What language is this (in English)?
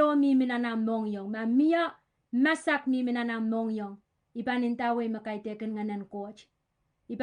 Pohnpeian